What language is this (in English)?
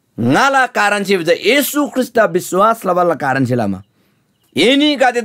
Eastern Tamang